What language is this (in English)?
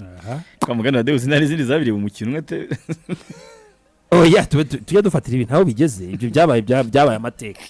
Kinyarwanda